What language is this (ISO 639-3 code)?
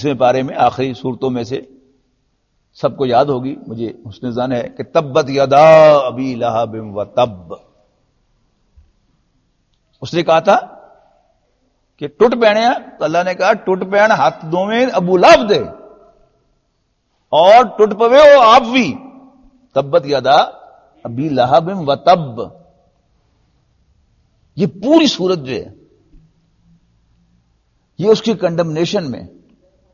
urd